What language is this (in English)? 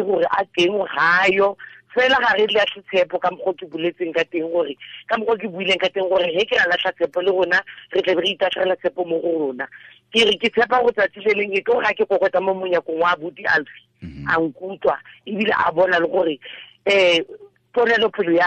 Tswana